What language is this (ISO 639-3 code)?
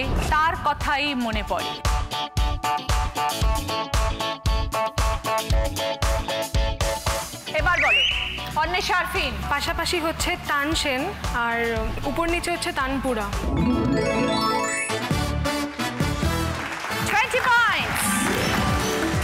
ben